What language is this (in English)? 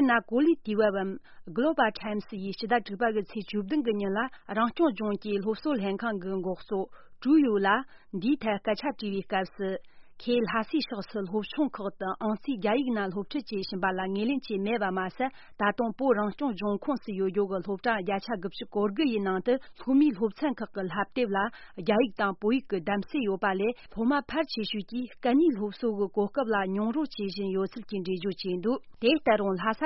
Tibetan